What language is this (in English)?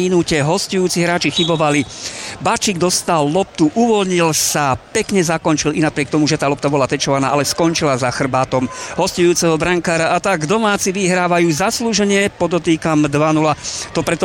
Slovak